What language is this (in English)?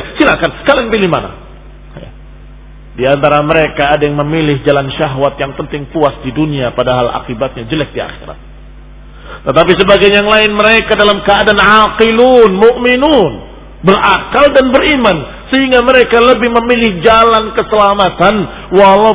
Indonesian